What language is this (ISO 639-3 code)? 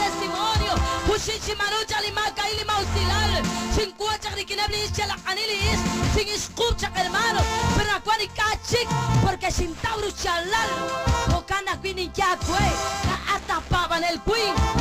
kek